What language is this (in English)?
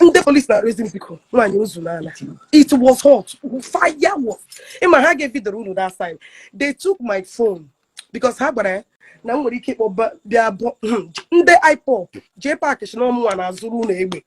Igbo